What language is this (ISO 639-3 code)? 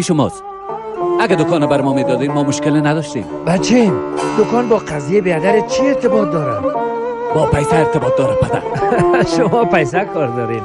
fas